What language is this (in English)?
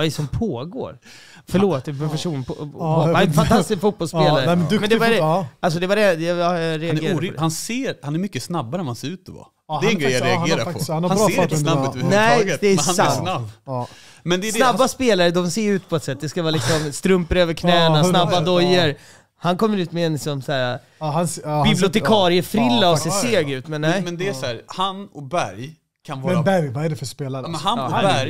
Swedish